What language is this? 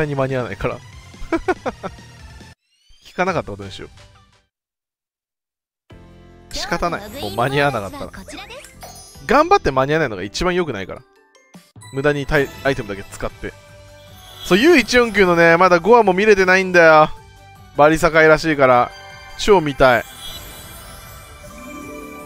Japanese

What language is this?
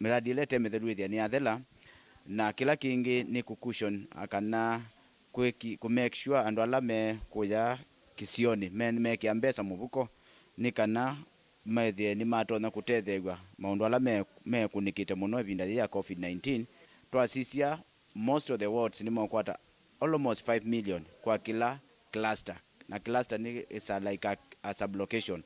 Kamba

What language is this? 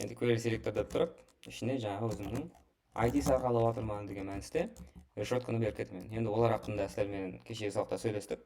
Kara-Kalpak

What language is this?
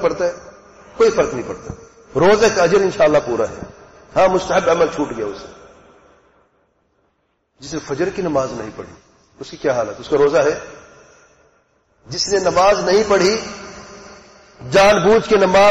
Urdu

